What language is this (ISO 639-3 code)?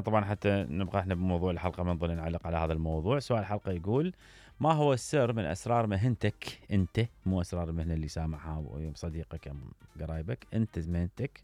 acm